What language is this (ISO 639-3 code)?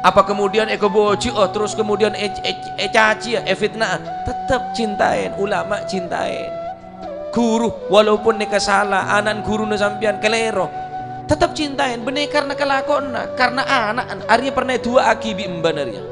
mad